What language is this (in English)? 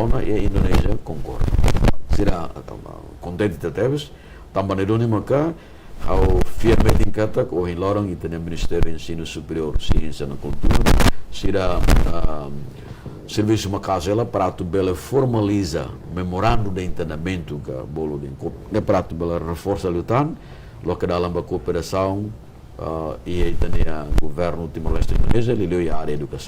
Tetum